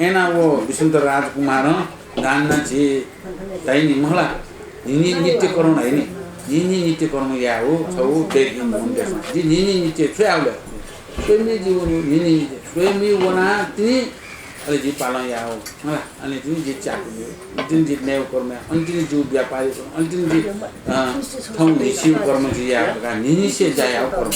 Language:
Newari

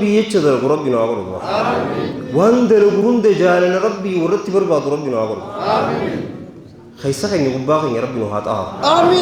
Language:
Oromo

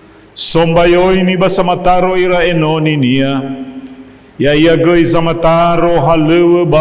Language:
Nias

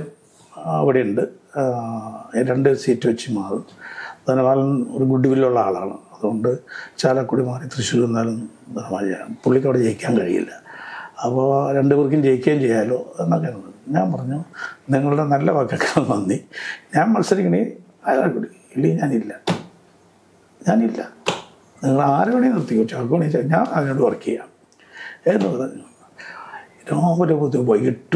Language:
Malayalam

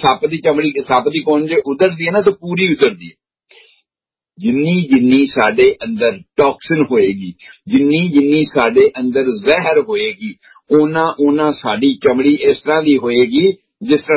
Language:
Punjabi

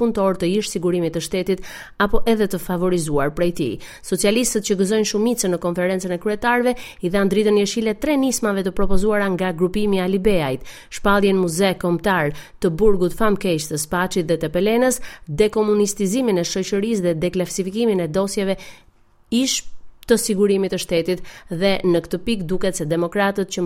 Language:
Albanian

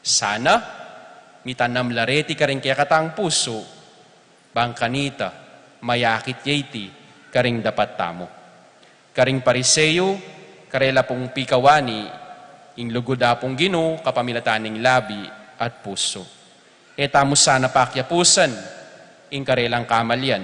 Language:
Pampanga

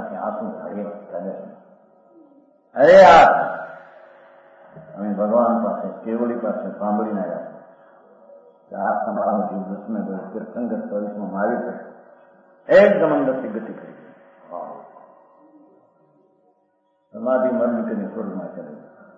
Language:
Gujarati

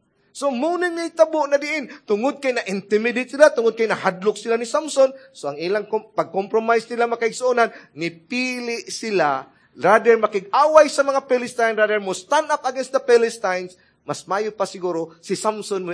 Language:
Cebuano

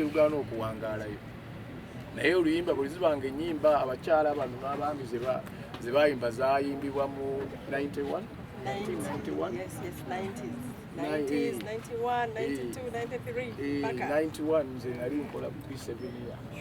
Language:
Ganda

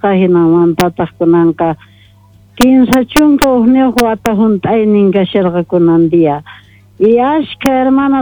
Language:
Quechua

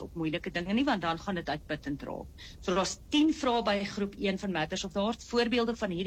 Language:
Afrikaans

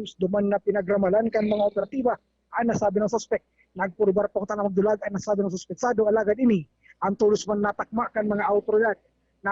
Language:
Bikol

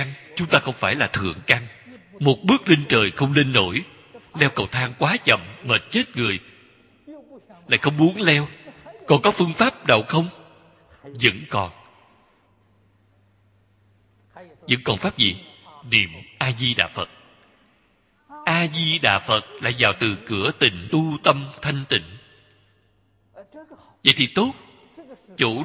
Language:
Vietnamese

